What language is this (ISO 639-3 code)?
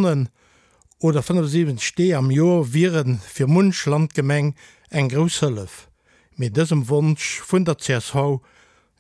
ltz